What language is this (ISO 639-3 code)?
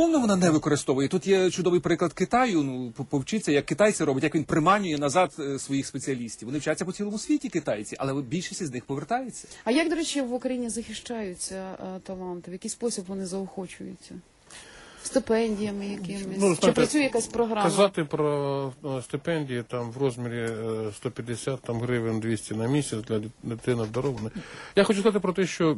ukr